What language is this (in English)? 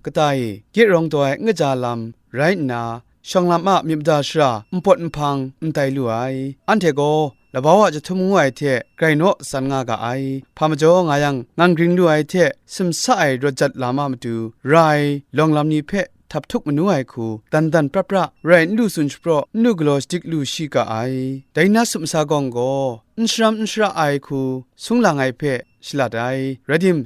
Kachin